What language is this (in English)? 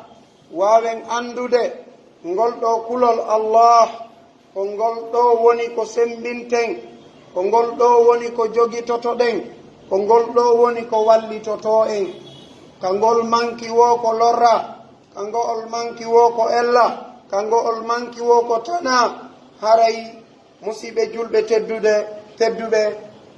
Pular